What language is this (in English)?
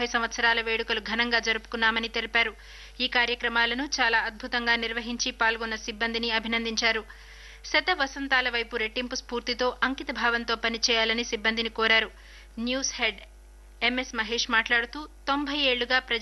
Telugu